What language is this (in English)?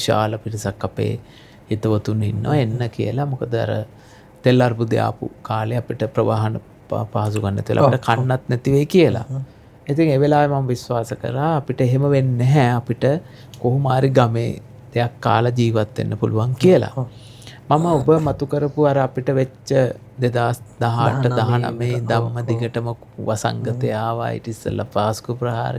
Sinhala